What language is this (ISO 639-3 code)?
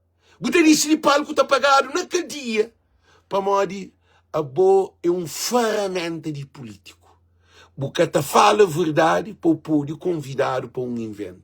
kea